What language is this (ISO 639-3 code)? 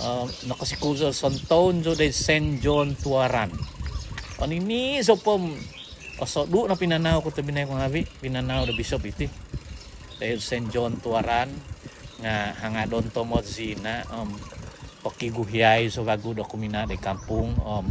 dtp